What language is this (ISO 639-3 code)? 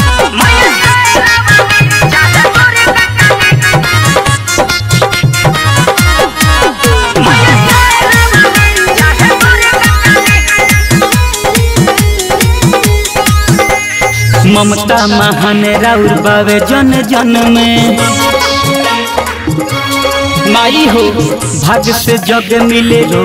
bho